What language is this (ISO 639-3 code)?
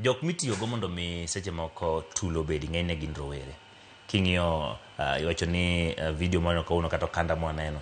luo